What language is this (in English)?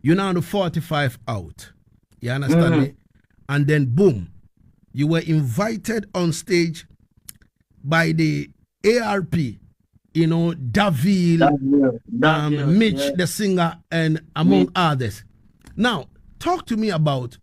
Jamaican Creole English